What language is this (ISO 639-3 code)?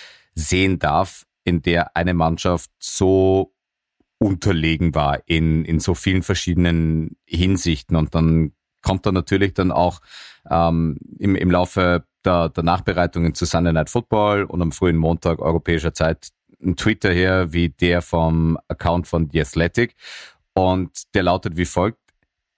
deu